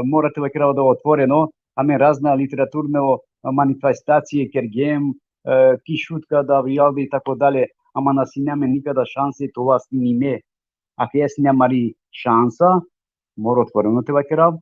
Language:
Balkan Romani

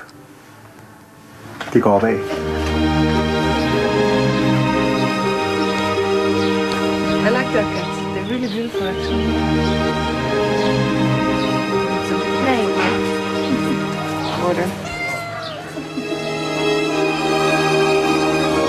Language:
Danish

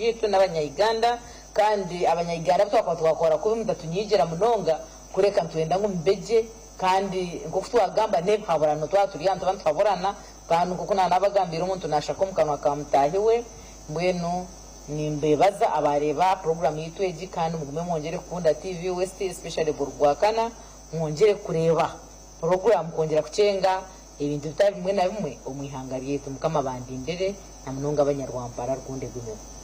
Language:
Nyankole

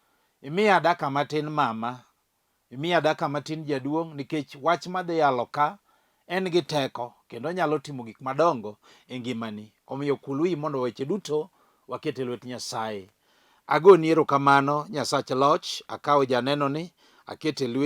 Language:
Luo (Kenya and Tanzania)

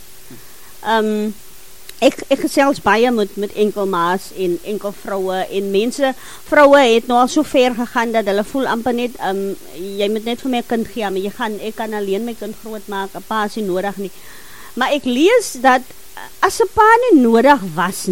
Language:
Afrikaans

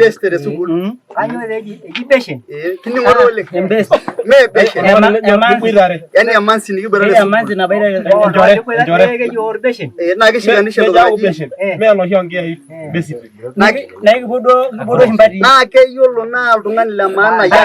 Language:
Masai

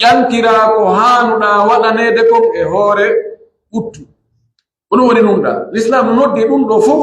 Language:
Pular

